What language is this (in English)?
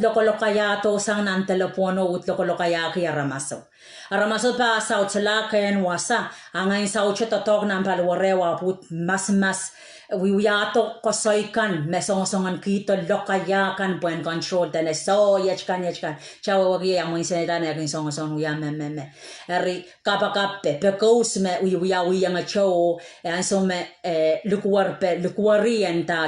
Pohnpeian